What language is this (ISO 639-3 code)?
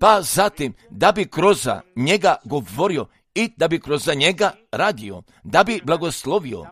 hrv